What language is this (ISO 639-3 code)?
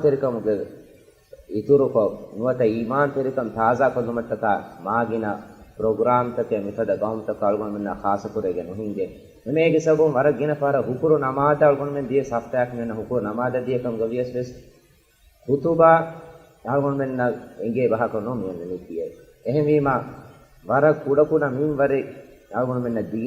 div